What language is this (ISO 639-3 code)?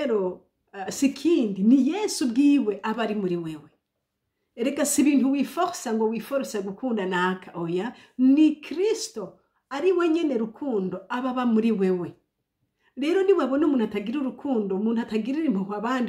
run